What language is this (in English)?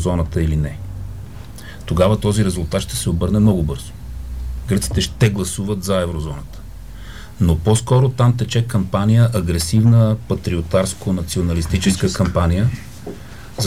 Bulgarian